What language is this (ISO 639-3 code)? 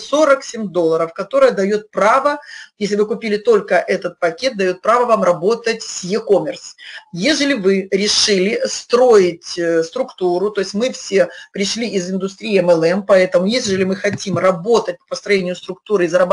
rus